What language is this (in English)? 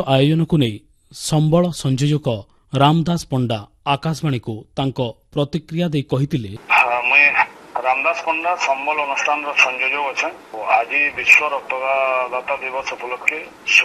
Odia